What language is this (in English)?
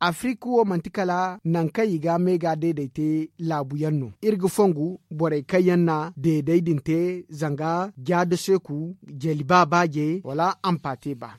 Zarma